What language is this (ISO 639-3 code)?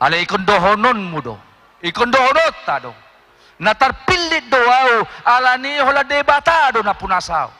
bbc